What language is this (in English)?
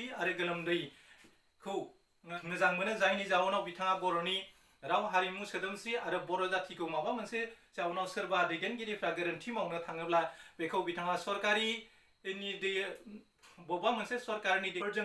Bodo